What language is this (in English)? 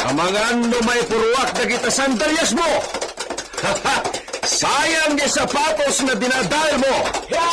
Iloko